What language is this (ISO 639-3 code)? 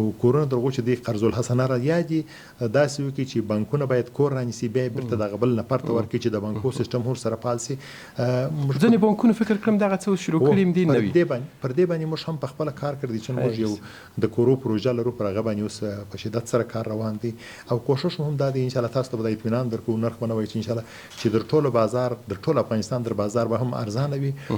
pus